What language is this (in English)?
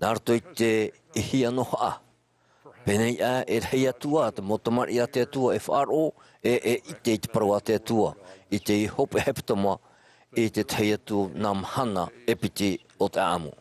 Tahitian